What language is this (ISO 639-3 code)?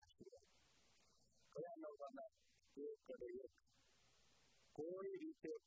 guj